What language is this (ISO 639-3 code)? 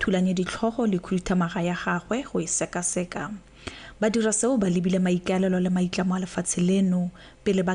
tsn